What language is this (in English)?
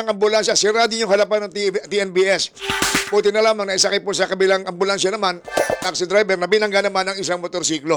Filipino